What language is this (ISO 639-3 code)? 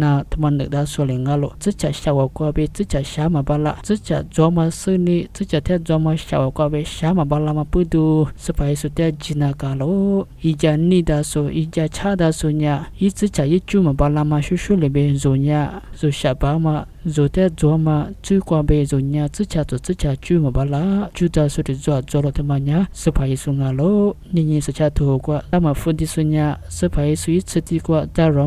lis